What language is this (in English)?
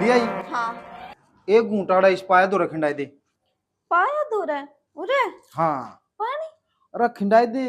Haryanvi